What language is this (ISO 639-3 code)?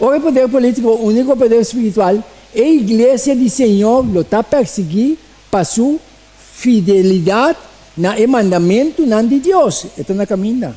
pap